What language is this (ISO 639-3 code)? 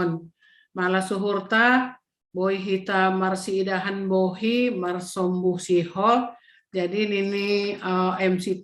bts